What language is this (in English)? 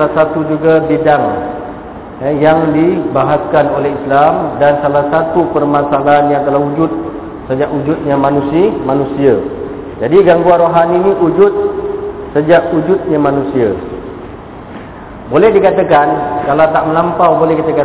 Malay